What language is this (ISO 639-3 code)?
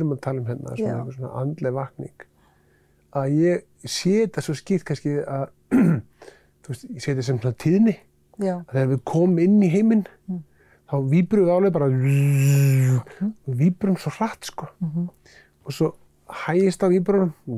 isl